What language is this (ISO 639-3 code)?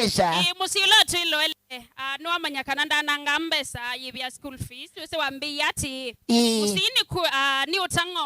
kam